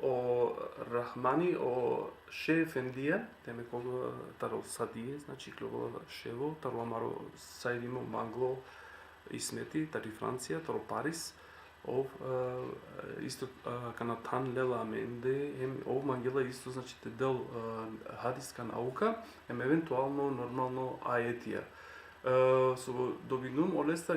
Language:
Balkan Romani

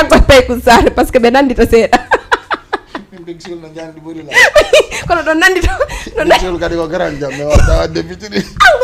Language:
Fula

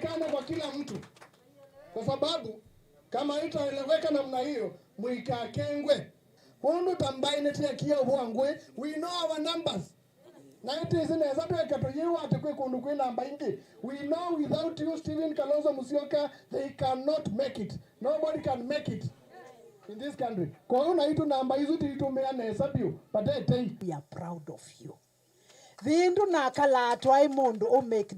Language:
Kamba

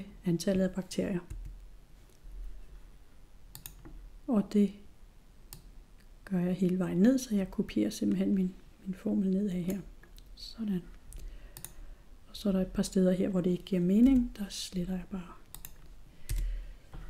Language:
Danish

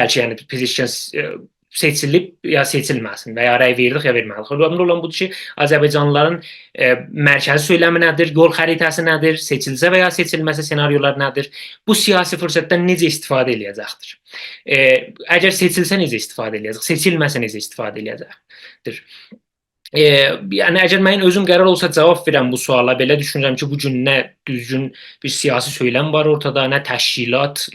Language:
South Azerbaijani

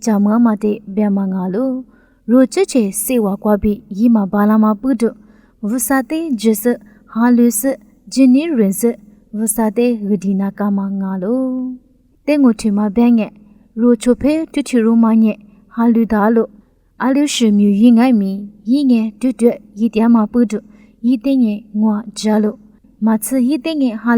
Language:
Lisu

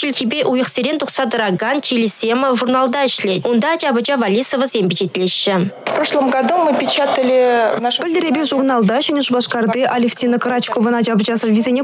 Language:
Chuvash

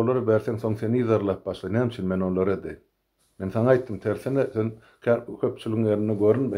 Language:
Turkmen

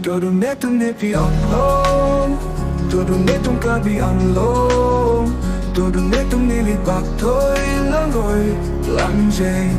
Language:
Karbi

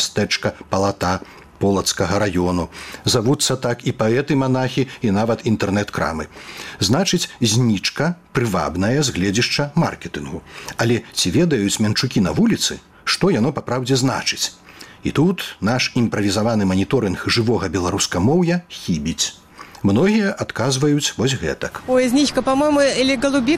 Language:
Belarusian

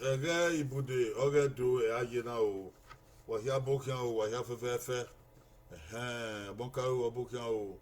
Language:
Bini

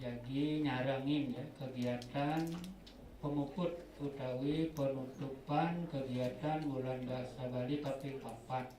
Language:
Balinese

